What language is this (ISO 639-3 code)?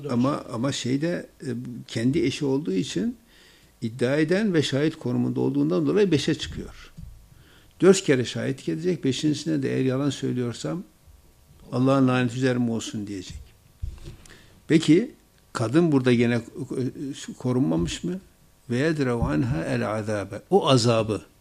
tur